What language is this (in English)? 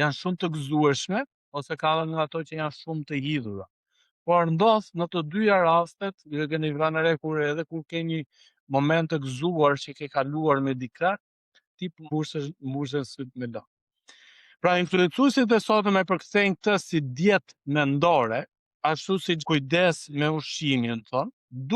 Albanian